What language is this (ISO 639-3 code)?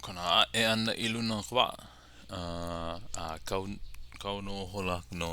haw